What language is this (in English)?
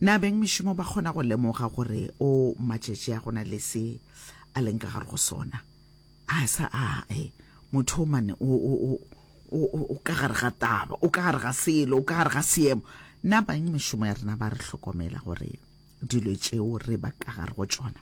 Northern Sotho